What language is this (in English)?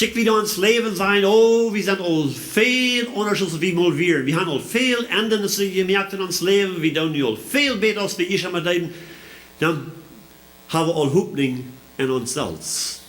Plautdietsch